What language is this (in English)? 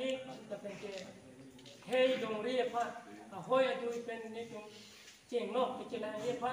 Karbi